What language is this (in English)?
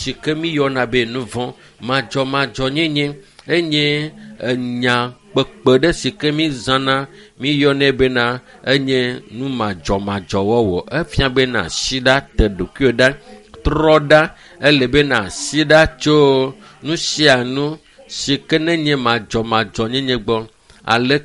Ewe